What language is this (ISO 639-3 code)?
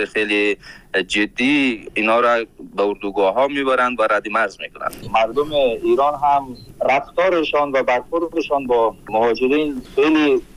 fas